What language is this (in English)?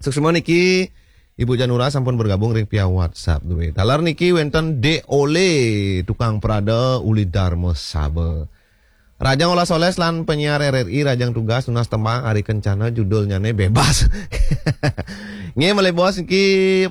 Balinese